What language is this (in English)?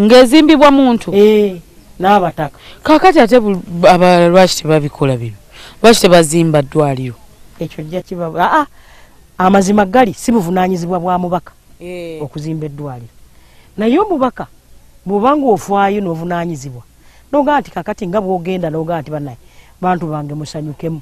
Ganda